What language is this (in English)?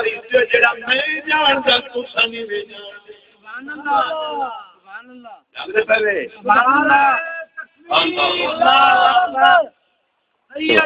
Saraiki